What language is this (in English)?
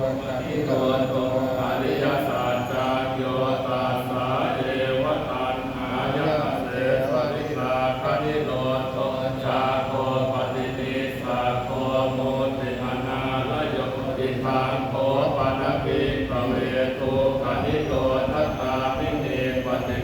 Pali